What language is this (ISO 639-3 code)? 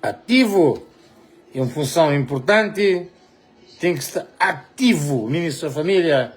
kea